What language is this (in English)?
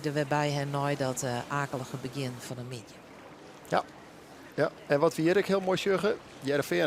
Western Frisian